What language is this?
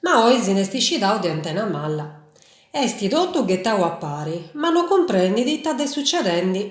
Sardinian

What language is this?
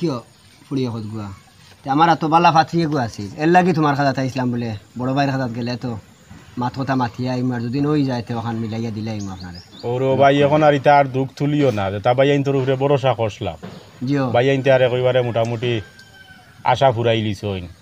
Sylheti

